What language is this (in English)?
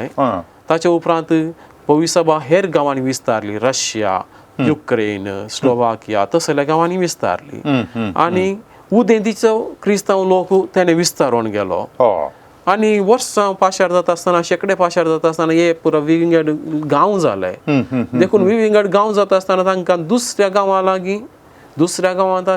Konkani